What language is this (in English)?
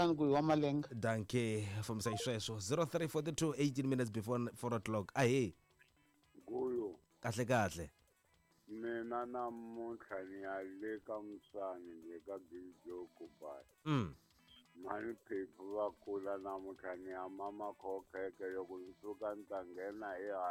Tsonga